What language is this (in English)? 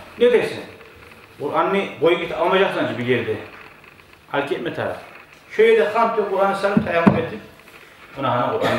Kumyk